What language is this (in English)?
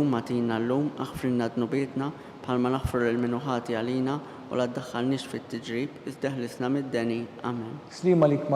Maltese